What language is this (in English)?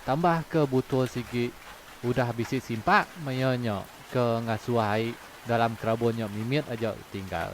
Iban